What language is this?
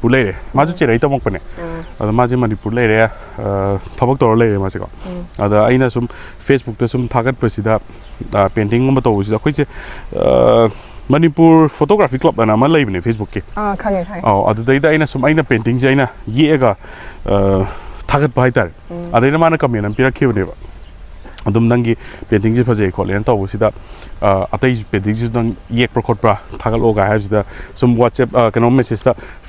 Manipuri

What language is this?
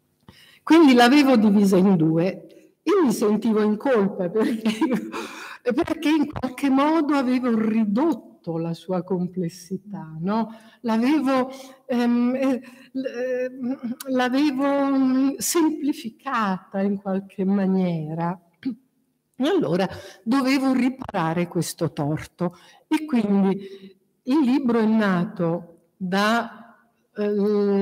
Italian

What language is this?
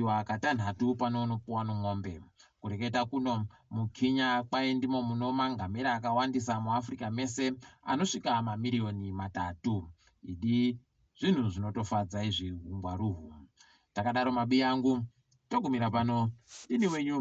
Ndau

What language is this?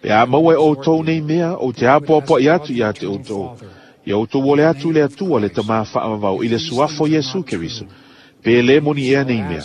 Samoan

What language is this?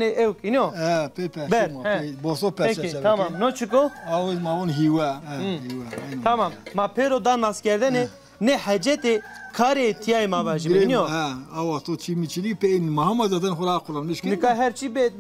Zaza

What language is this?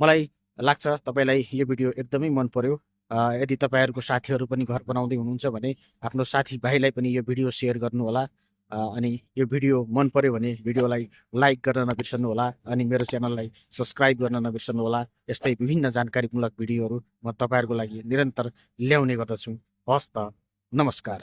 Nepali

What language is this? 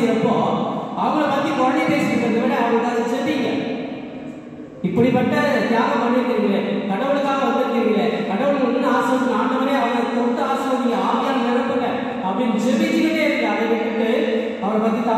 Tamil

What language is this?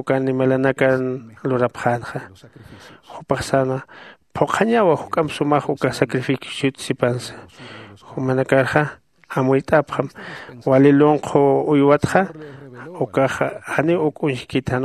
Aymara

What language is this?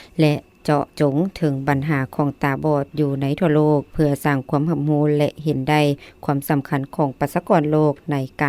Lao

